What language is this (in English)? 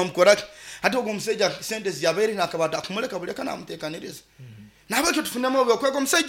Nyoro